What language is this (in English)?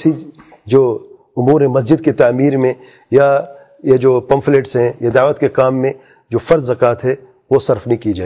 Urdu